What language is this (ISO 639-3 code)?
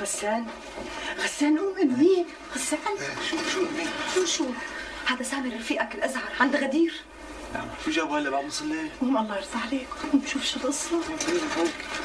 apc